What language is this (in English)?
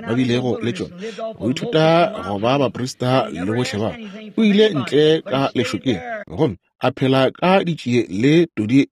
Northern Sotho